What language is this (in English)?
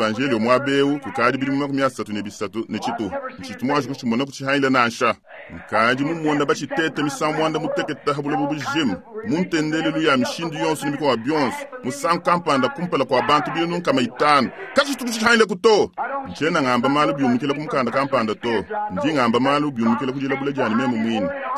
Luba-Lulua